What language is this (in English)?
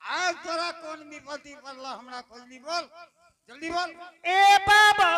Angika